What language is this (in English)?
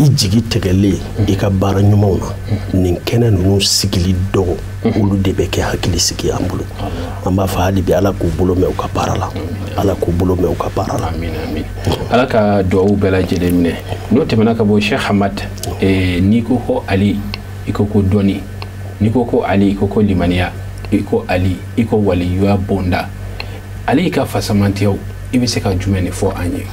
Bambara